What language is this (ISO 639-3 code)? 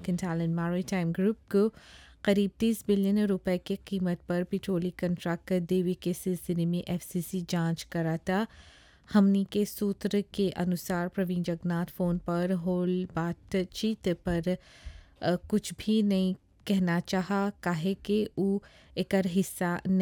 bho